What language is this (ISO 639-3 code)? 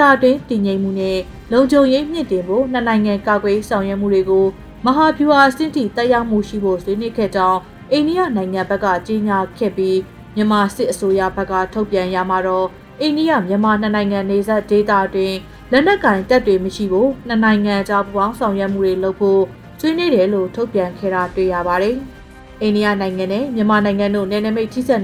mya